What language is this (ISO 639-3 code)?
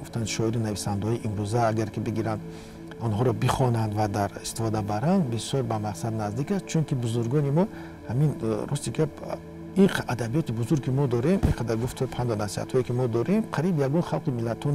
tgk